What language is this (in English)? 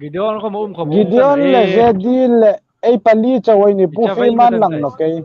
Hmar